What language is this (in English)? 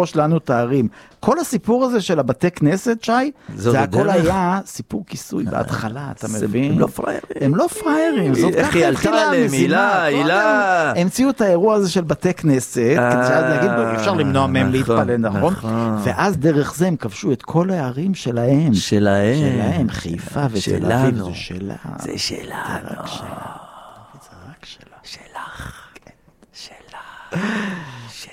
Hebrew